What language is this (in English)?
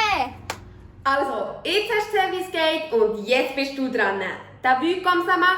Swiss German